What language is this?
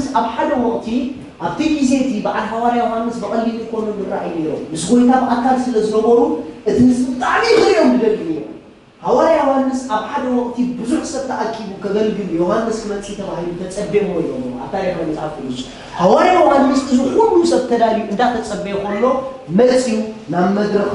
Tigrinya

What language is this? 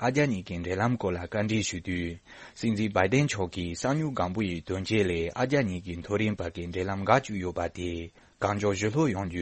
Tibetan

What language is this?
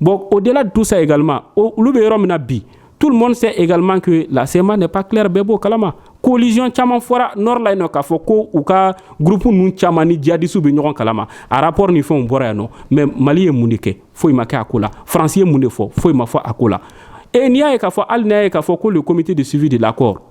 Bambara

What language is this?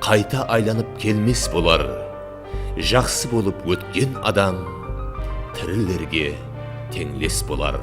Kara-Kalpak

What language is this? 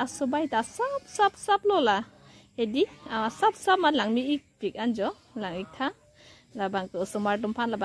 Karbi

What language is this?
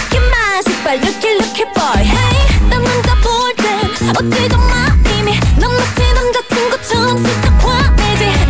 Korean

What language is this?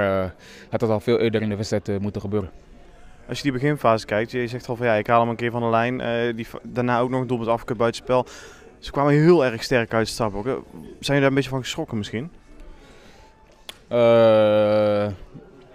Dutch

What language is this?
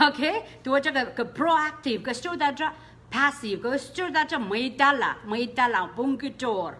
Pohnpeian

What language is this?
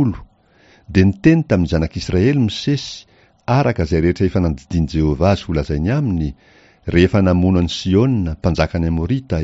Malagasy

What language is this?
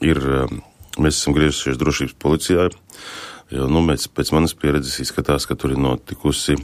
Latvian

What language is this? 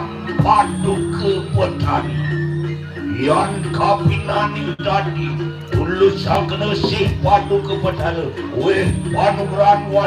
Balinese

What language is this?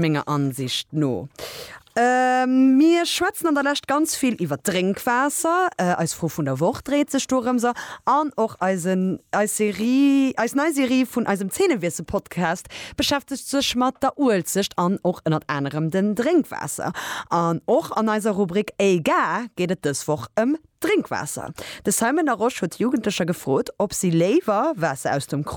Luxembourgish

